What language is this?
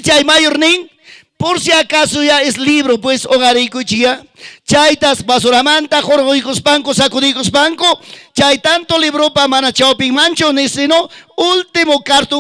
Ayacucho Quechua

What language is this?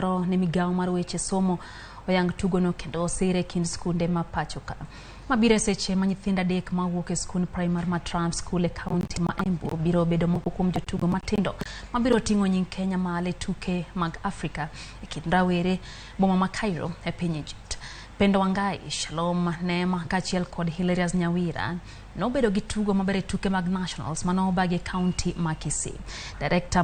Luo (Kenya and Tanzania)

